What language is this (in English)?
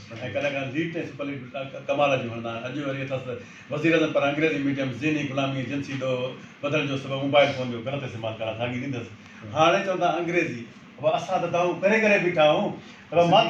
Sindhi